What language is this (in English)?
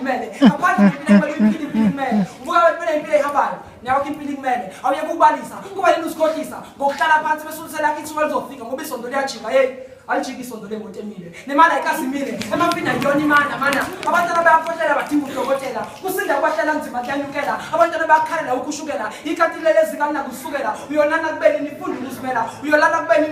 Zulu